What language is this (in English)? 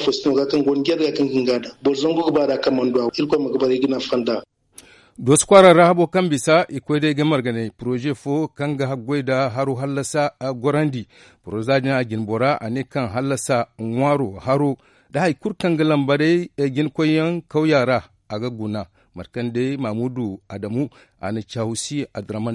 Zarma